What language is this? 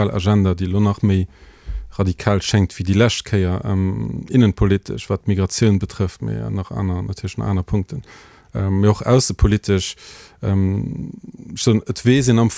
Luxembourgish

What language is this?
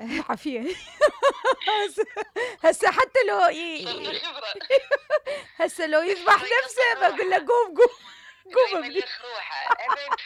Mesopotamian Arabic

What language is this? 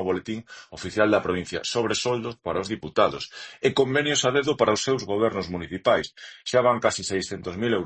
Galician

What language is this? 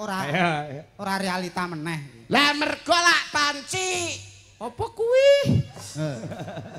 Javanese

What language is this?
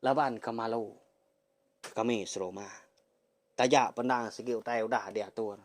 Iban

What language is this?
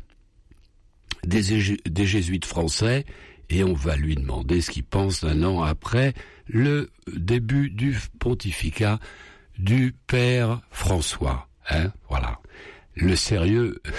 French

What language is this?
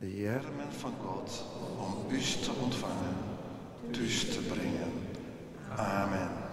Western Frisian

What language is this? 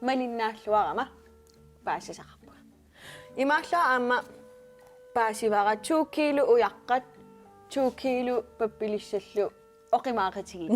Kalaallisut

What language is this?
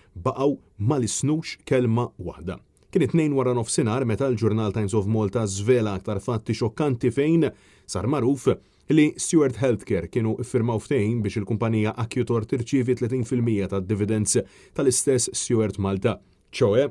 Maltese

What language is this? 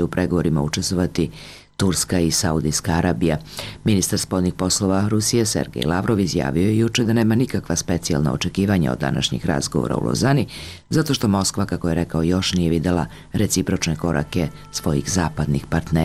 Serbian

